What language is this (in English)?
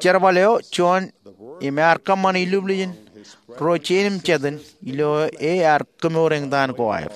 Marshallese